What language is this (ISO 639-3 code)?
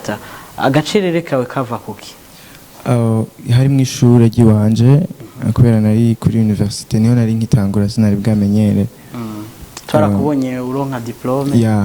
run